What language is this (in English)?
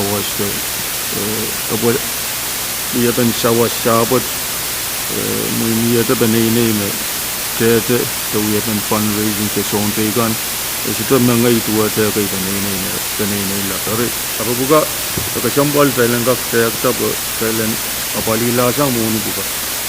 Pohnpeian